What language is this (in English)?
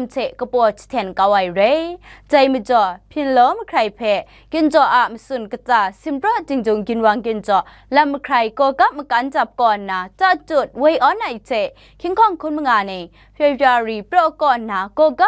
Kachin